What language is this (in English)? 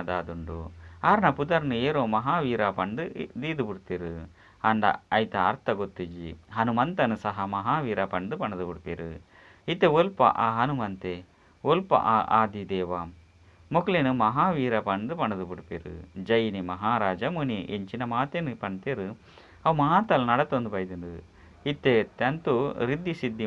Tulu